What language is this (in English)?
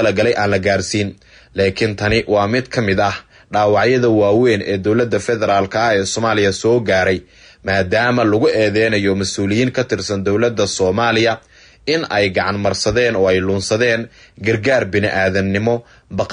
Somali